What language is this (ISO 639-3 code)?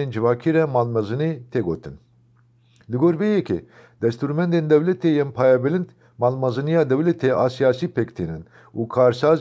kur